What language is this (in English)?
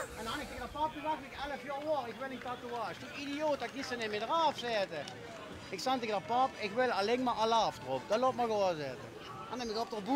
Limburgish